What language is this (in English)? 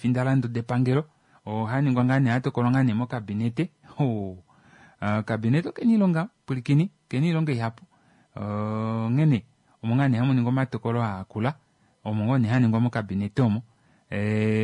Kuanyama